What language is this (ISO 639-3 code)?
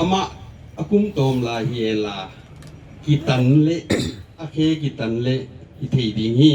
ctd